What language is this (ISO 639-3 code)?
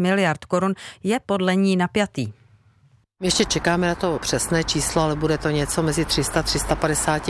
ces